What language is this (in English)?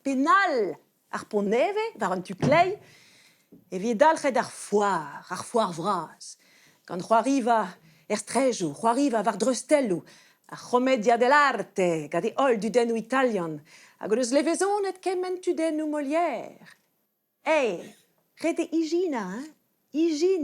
Breton